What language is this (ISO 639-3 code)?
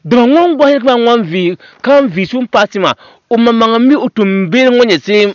dag